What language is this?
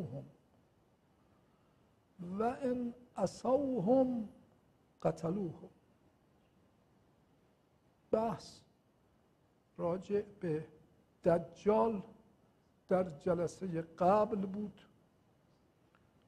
Persian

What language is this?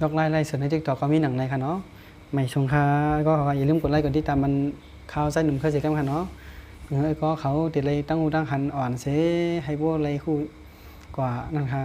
Shan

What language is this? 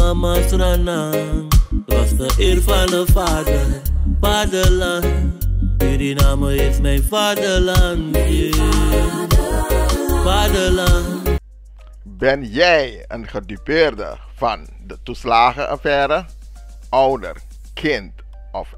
Sranan Tongo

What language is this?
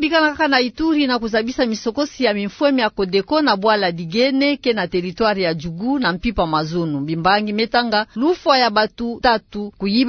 Kituba (Democratic Republic of Congo)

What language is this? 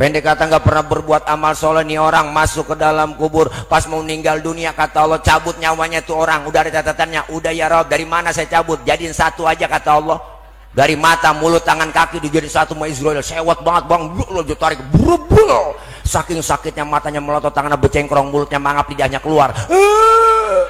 Betawi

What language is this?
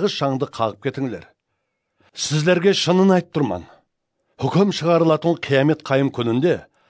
Kara-Kalpak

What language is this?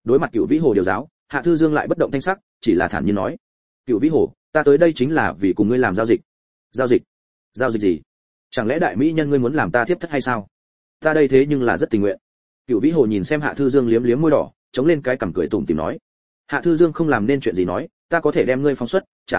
Vietnamese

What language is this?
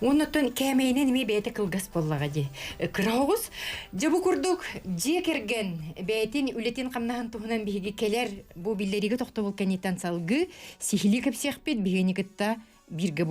Yakut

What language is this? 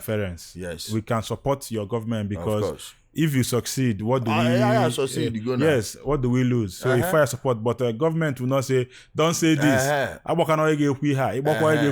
Igbo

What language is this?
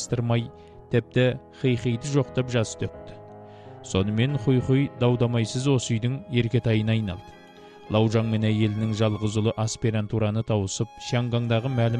Kazakh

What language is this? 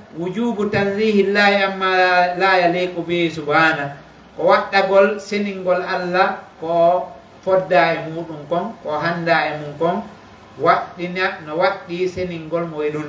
Pular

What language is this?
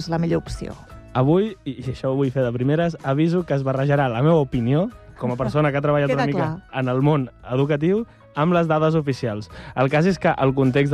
Catalan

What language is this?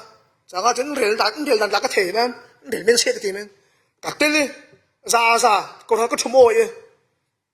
Falam Chin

